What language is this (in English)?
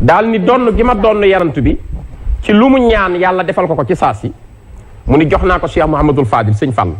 Wolof